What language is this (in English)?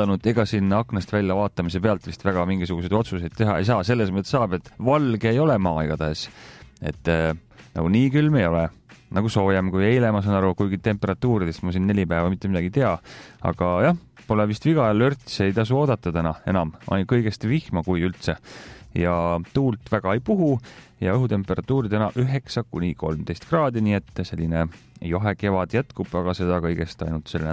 Estonian